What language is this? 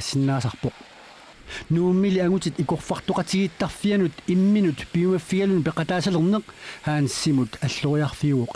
Kalaallisut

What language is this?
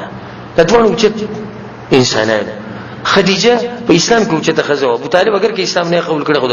Pashto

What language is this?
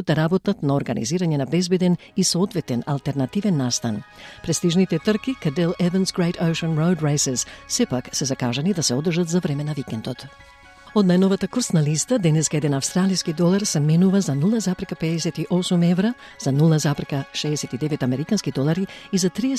Macedonian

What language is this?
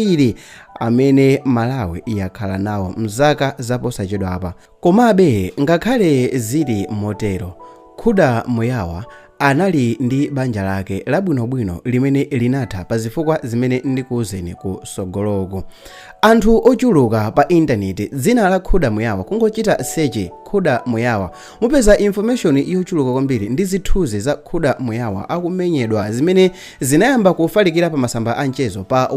Nyanja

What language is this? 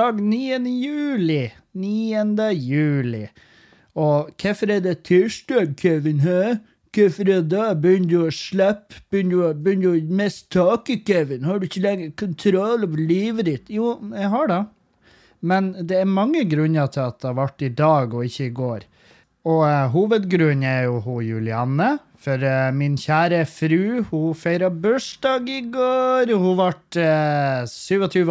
Norwegian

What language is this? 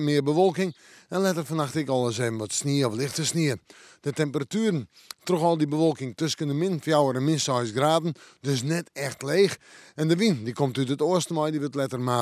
Western Frisian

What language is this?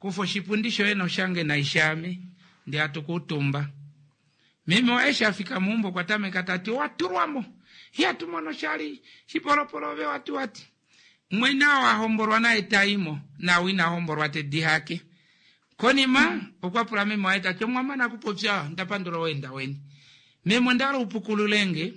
Kuanyama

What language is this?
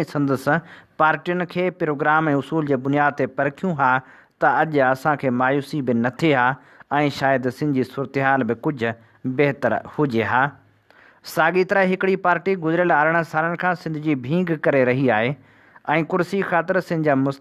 Sindhi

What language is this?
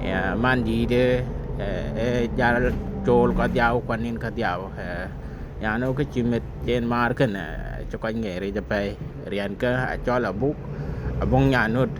Dinka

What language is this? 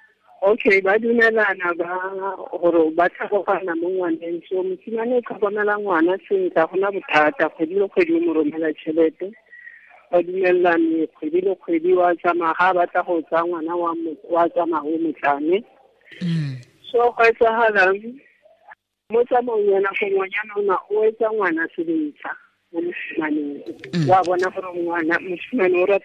Tswana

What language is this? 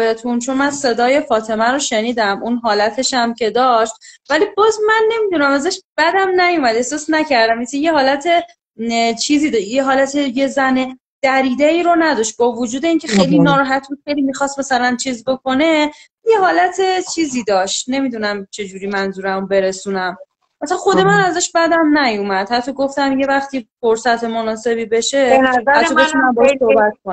Persian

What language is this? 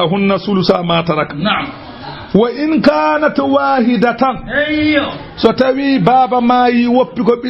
Fula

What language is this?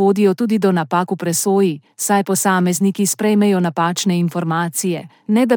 Slovenian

